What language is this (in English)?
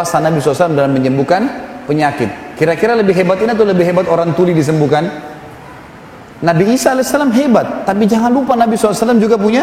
Indonesian